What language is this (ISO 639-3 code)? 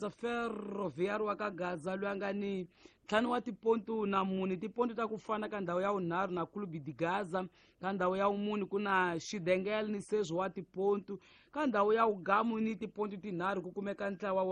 tso